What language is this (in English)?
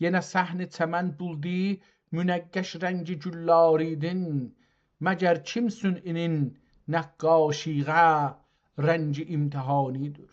South Azerbaijani